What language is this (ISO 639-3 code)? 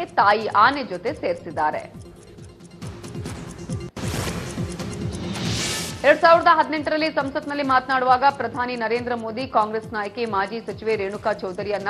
kan